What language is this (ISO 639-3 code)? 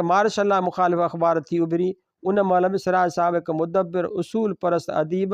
snd